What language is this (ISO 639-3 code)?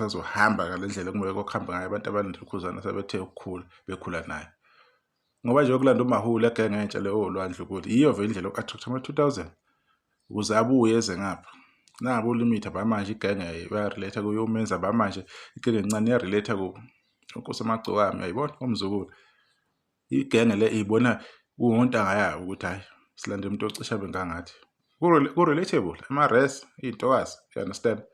zul